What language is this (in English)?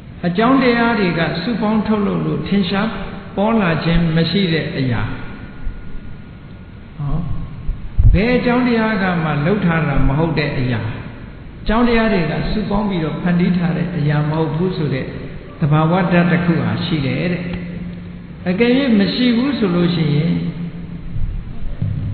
Burmese